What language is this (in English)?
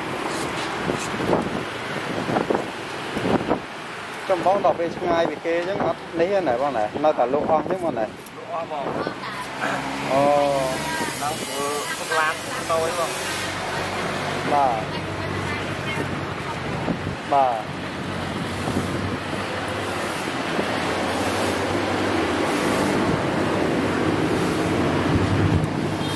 Vietnamese